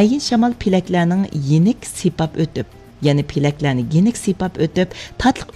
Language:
Uyghur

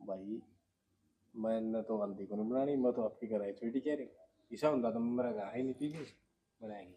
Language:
Haryanvi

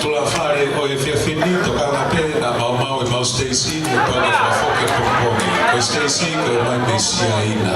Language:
Tongan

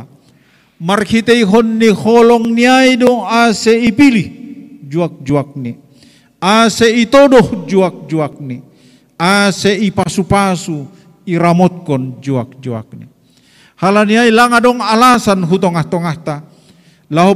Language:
Batak Simalungun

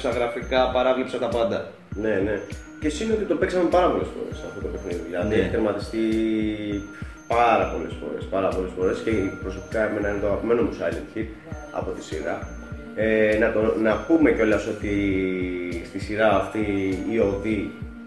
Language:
Greek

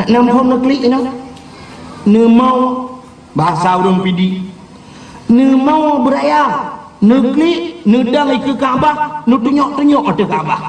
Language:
Achinese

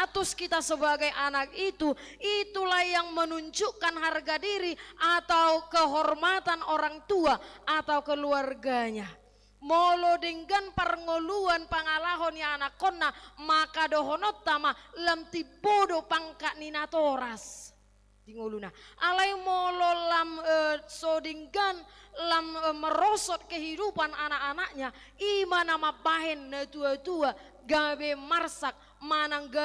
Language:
Batak Toba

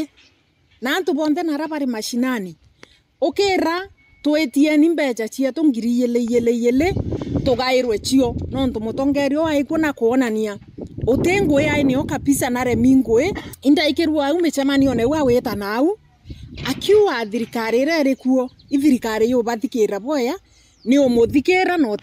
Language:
Meru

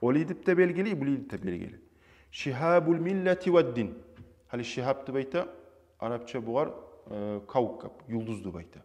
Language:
Kumyk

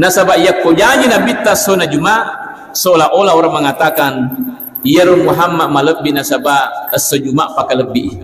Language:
Buginese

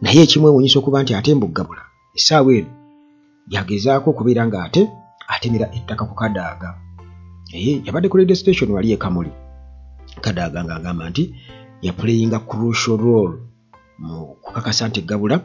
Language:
Ganda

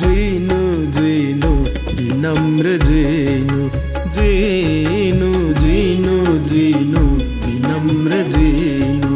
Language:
Newari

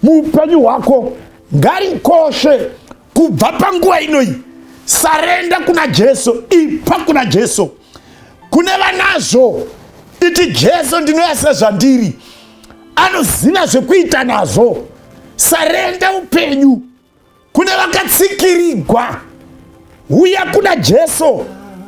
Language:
Shona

